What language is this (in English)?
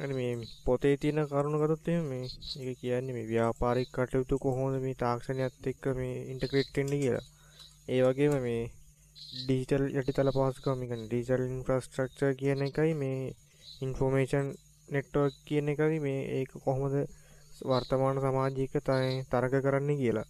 Sinhala